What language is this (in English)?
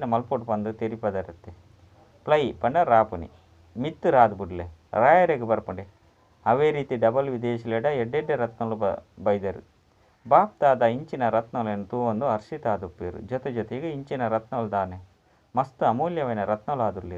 Tulu